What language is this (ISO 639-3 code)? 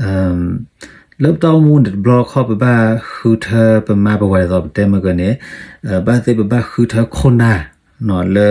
ksw